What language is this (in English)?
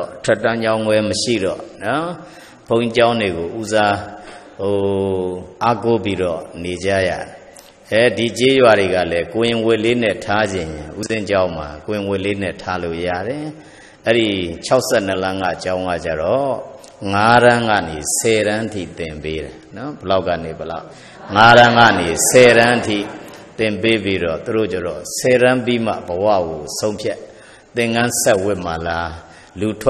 Burmese